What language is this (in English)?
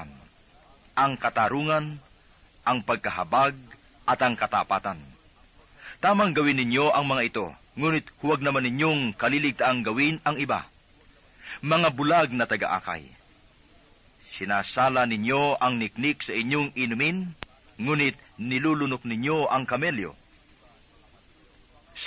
Filipino